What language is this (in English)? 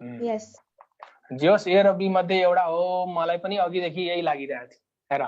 Nepali